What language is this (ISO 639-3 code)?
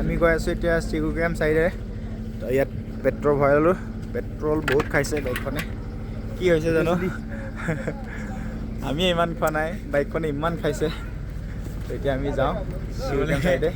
asm